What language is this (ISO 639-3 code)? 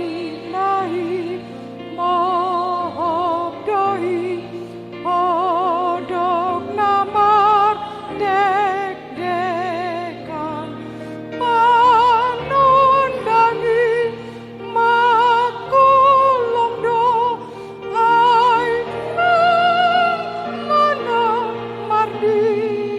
bbc